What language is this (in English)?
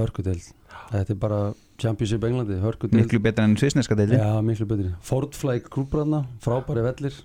Icelandic